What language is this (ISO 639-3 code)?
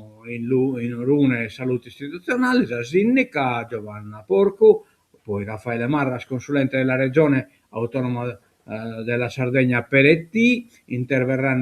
srd